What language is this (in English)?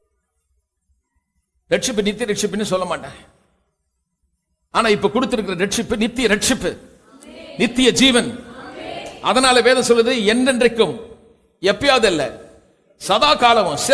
Tamil